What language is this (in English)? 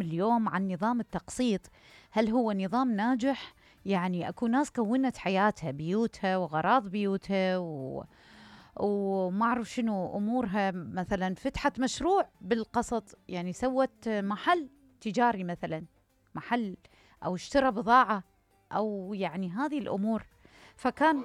Mesopotamian Arabic